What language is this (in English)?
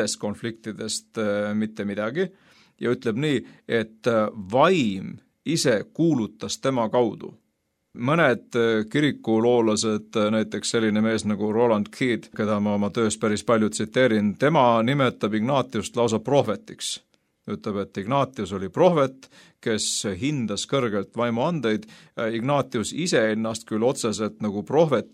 Estonian